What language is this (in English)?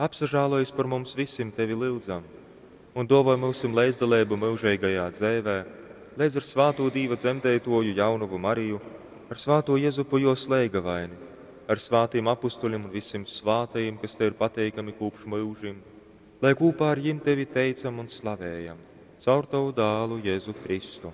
Latgalian